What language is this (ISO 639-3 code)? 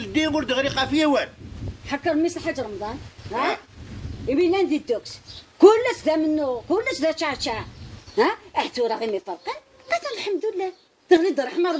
kab